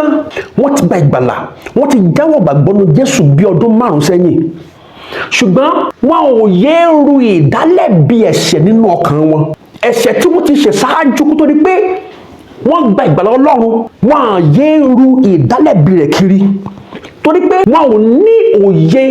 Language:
Yoruba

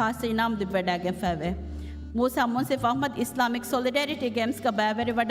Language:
Divehi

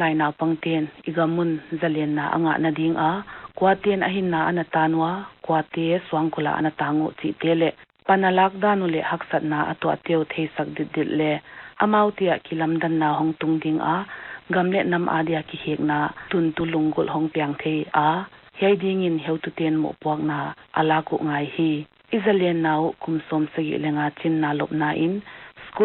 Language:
Paite Chin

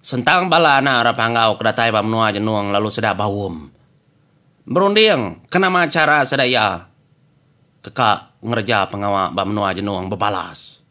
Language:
Iban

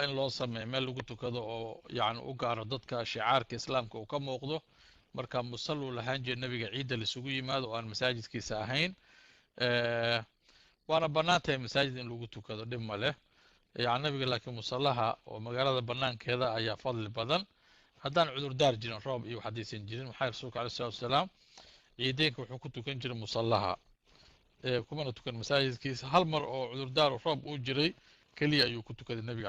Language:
Somali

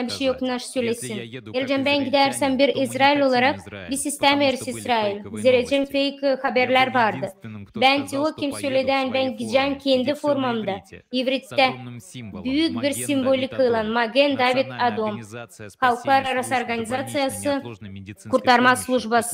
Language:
Gagauz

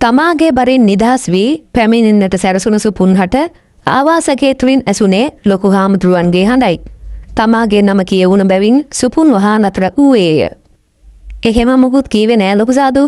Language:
Sinhala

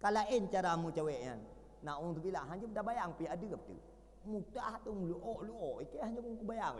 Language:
Achinese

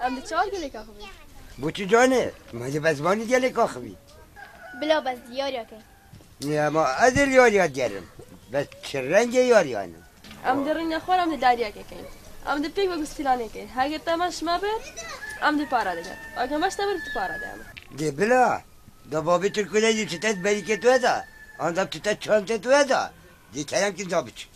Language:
Kurdish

